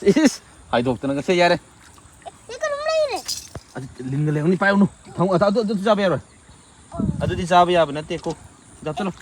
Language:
Manipuri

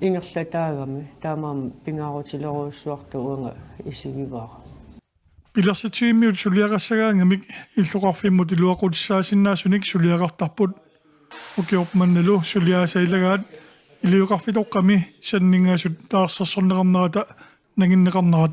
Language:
Kalaallisut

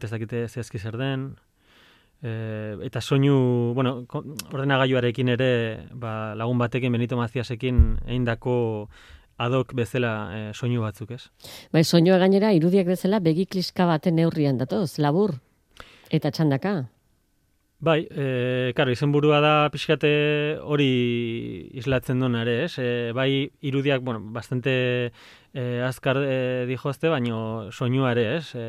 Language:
Basque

